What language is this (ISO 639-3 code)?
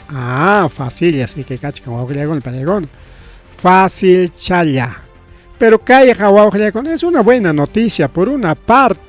quy